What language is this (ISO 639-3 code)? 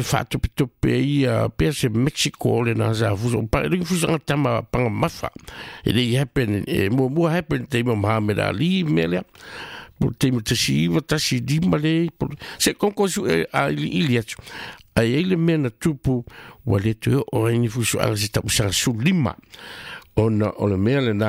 smo